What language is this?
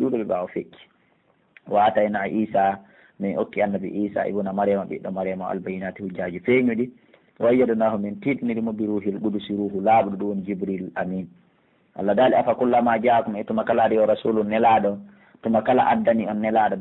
Pular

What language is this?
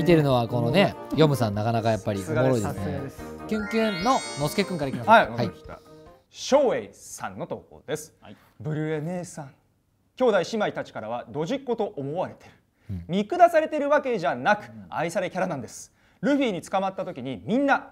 Japanese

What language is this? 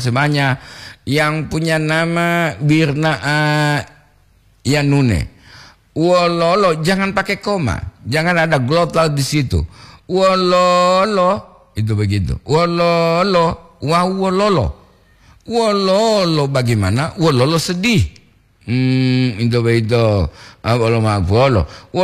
Gorontalo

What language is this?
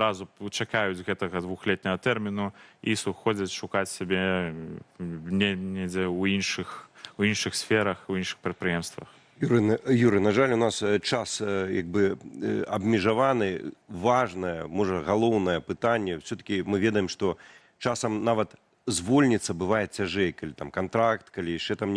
Belarusian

